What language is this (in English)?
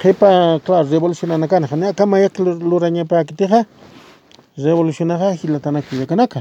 Aymara